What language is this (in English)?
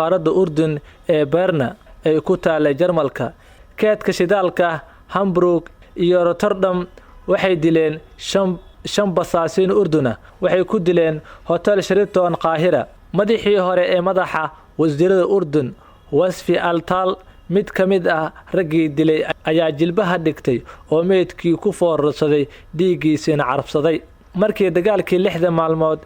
Somali